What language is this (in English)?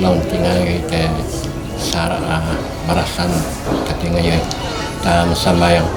Toraja-Sa'dan